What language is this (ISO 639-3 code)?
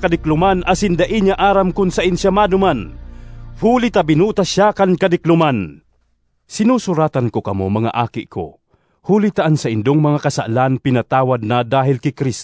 bik